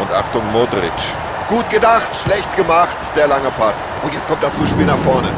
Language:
Bavarian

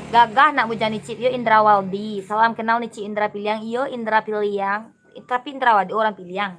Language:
Minangkabau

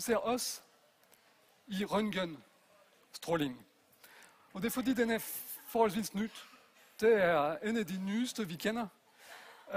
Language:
Danish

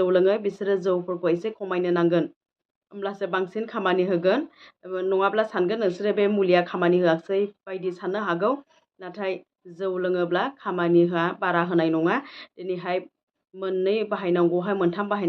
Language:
Bodo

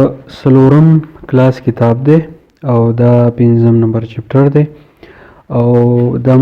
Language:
Pashto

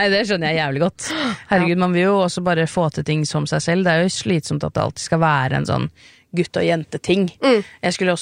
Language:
Norwegian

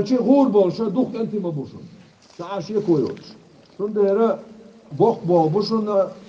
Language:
Chechen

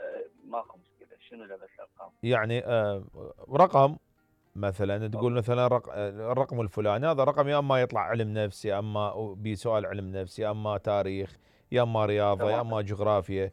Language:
Mesopotamian Arabic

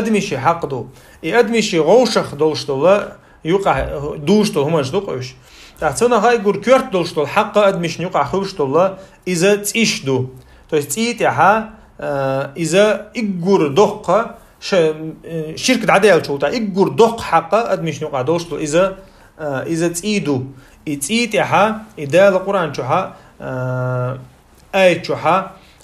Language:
Chechen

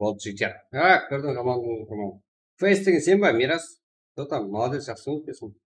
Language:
Kara-Kalpak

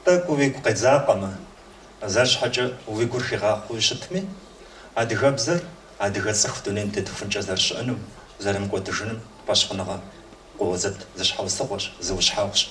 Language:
Kabardian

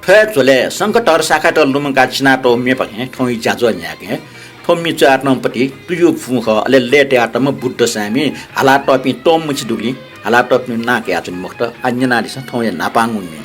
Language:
Newari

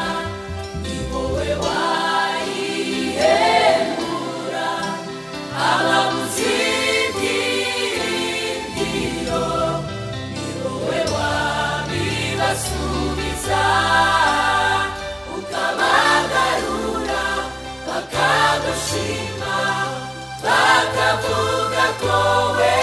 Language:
Kinyarwanda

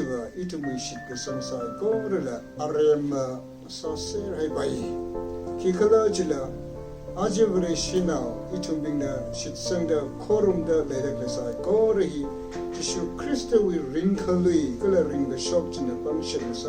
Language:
Tangkhul Naga (India)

